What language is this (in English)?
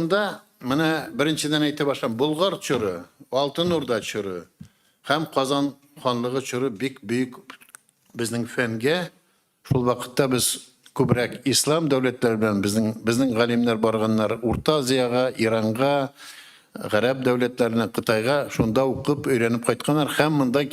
Tatar